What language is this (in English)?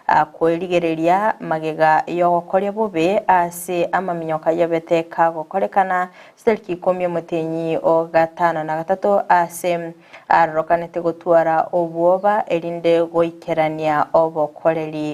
Gusii